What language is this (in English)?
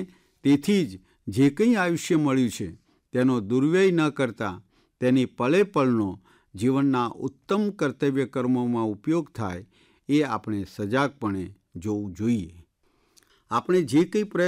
Gujarati